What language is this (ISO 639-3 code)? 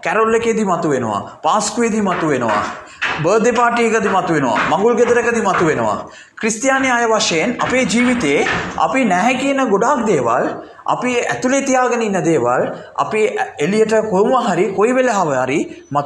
sin